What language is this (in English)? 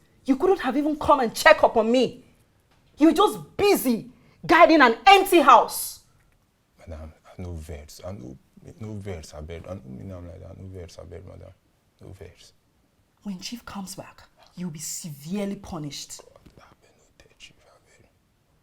Nigerian Pidgin